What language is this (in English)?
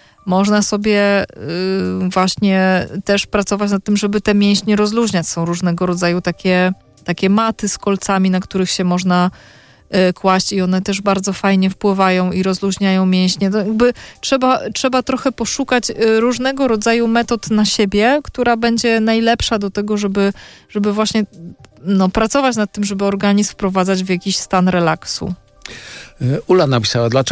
Polish